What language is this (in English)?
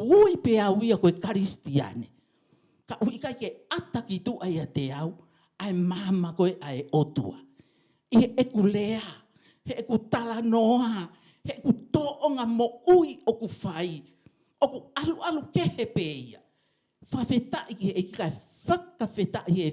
Tongan